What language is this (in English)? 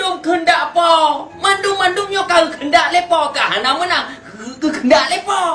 Achinese